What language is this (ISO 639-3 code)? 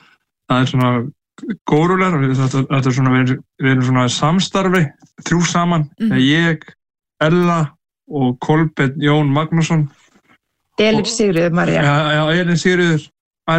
isl